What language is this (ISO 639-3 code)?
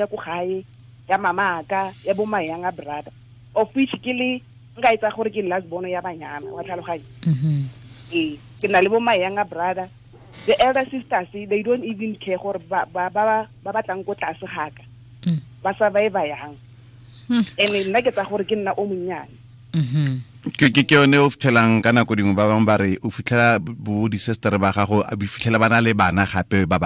tsn